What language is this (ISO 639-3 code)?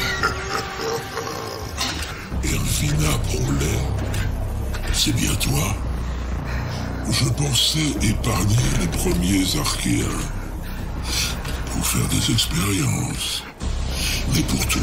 fra